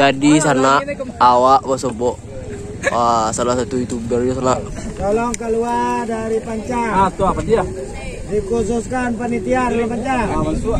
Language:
Minangkabau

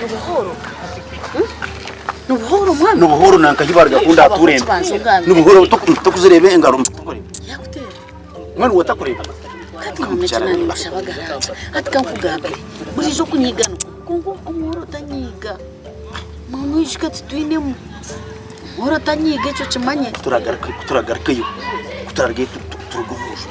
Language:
Nyankole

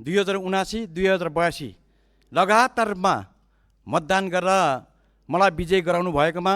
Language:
Nepali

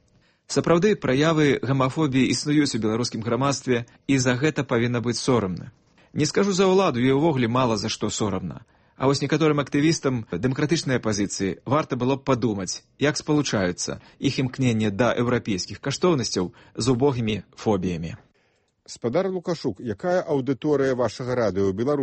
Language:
Belarusian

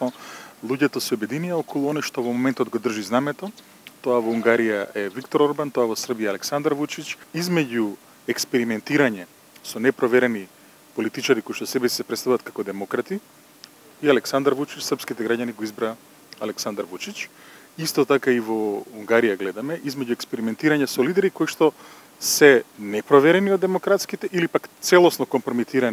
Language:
Macedonian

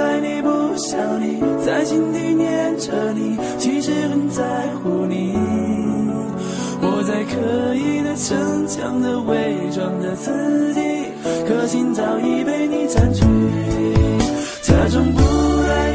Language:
Chinese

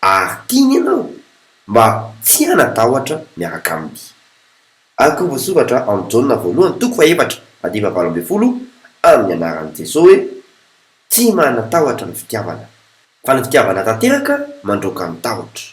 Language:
Malagasy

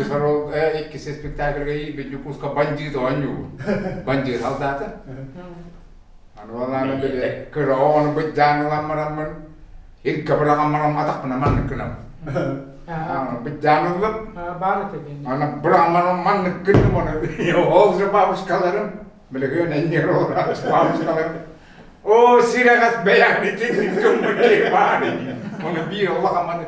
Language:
Yakut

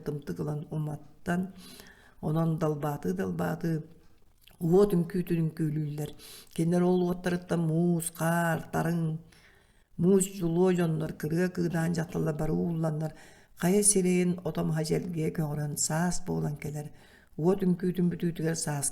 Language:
Yakut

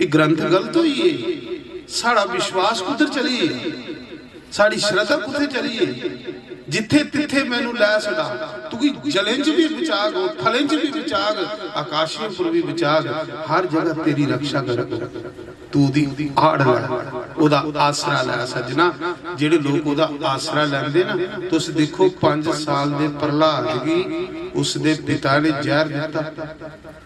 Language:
Dogri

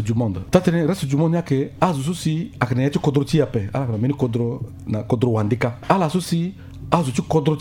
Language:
Sango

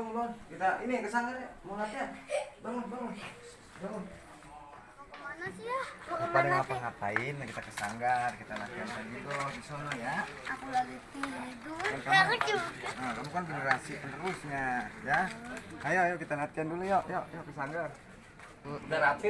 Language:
Betawi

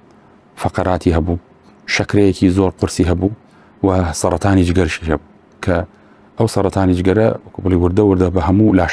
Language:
Central Kurdish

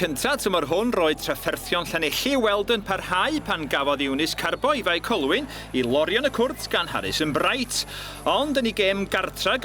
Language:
Welsh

